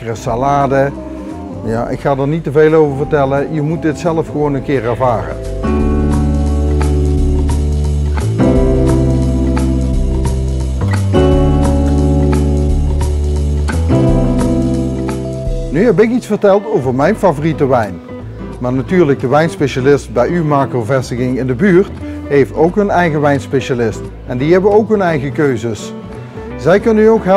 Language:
Dutch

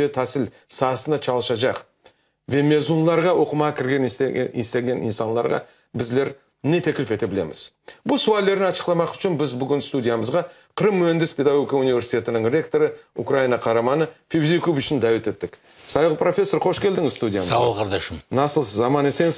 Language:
Crimean Tatar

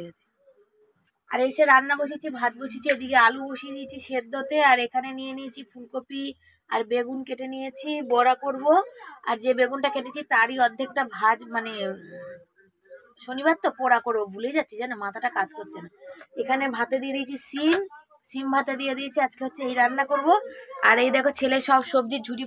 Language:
Bangla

